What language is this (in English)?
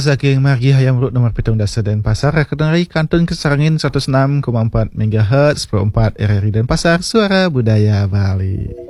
Balinese